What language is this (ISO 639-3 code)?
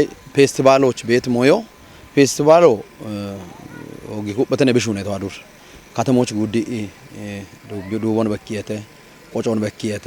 kbr